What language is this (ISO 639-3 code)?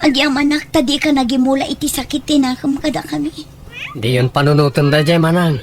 ilo